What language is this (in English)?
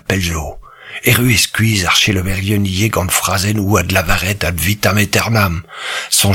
Breton